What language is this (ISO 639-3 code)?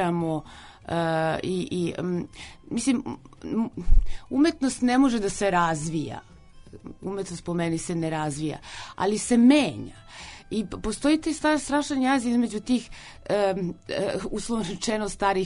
srp